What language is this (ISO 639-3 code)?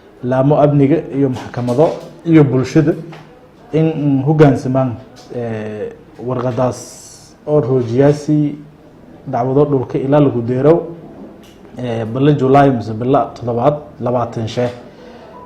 som